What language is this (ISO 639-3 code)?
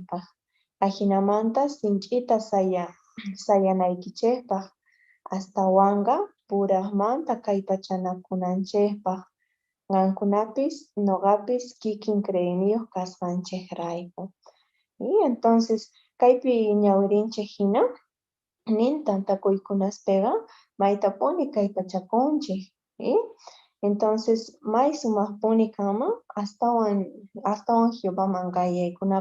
que